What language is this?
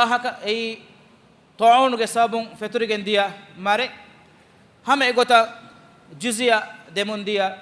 Divehi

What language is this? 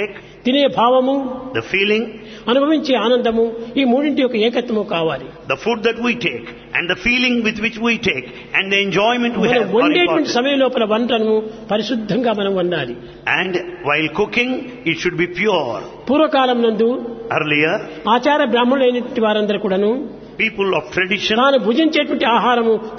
Telugu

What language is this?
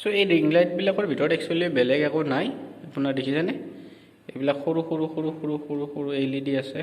Assamese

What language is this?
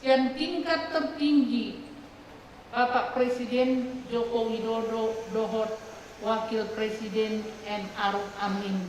Batak Toba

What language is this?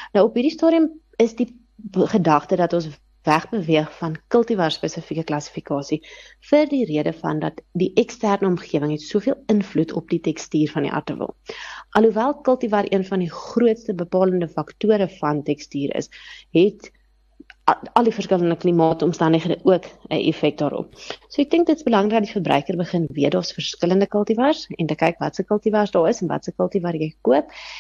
Afrikaans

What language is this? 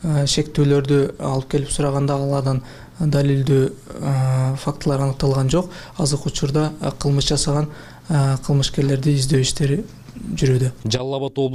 Kyrgyz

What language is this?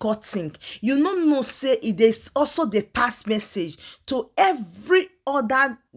Nigerian Pidgin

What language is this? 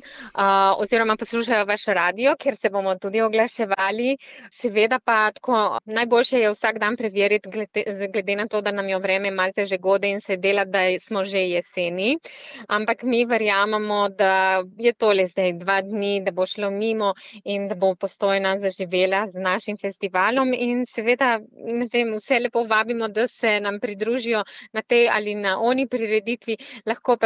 Slovenian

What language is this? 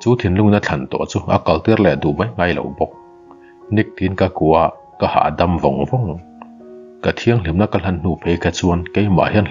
Mizo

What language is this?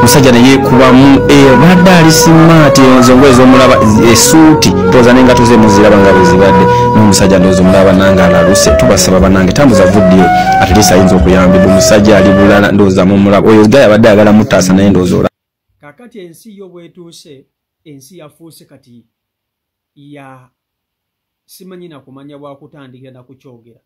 Ganda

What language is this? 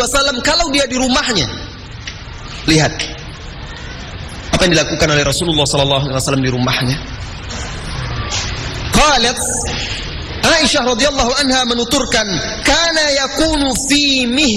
Indonesian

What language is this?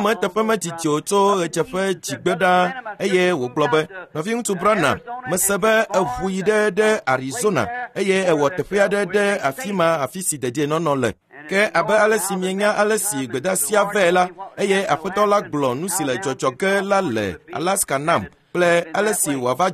Ewe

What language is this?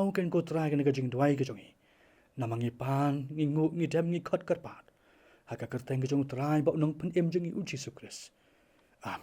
Khasi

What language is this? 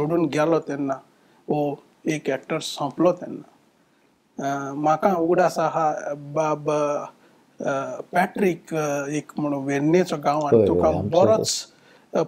Konkani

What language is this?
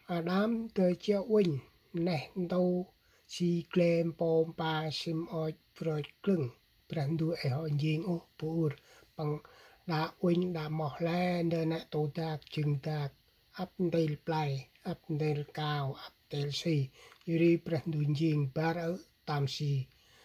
Central Mnong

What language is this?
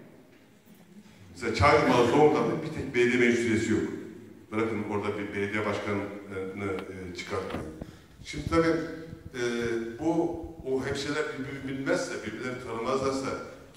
Turkish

